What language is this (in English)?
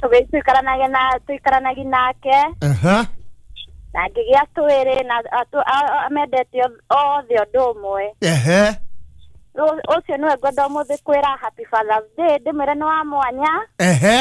Kikuyu